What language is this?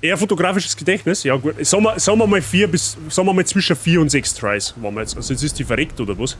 Bavarian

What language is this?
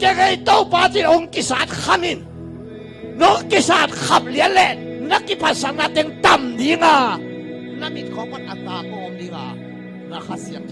Tedim Chin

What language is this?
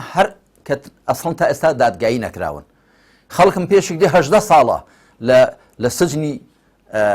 Central Kurdish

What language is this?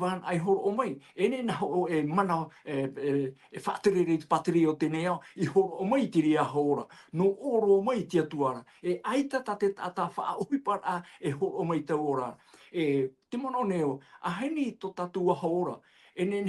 Tahitian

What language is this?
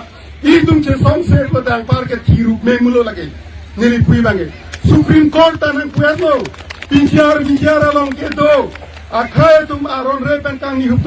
Karbi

